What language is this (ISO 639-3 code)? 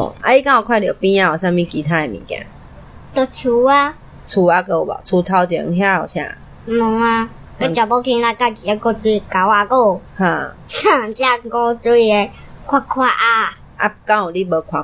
nan